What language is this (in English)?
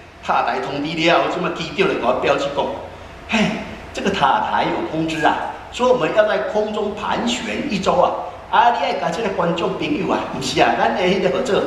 Min Nan Chinese